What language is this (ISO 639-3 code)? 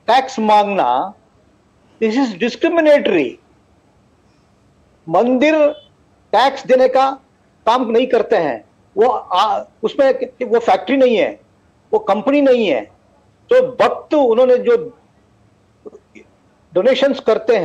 hin